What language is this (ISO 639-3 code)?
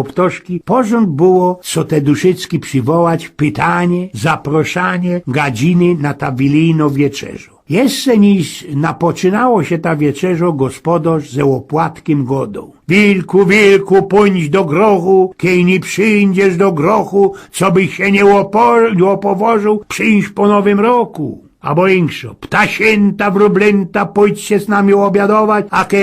szl